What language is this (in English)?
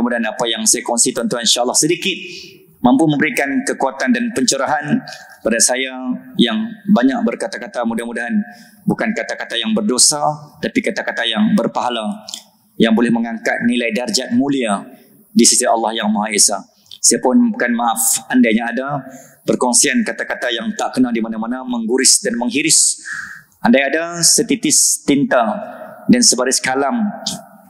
Malay